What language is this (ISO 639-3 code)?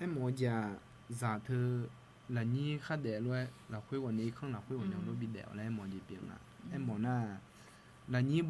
ahk